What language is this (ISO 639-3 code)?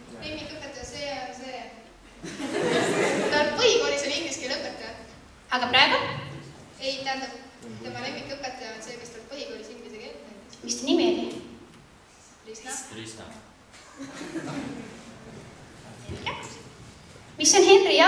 est